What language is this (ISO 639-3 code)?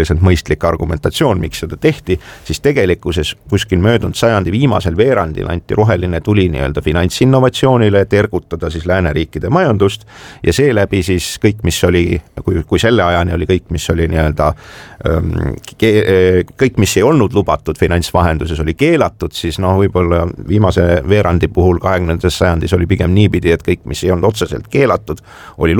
est